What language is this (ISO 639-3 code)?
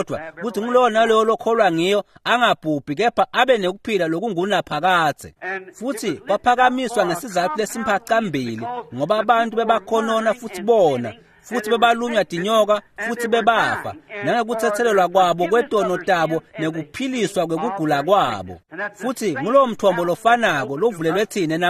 ssw